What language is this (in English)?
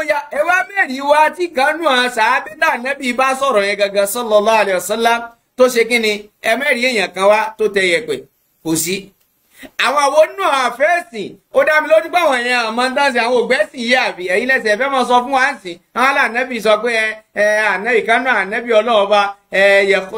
Yoruba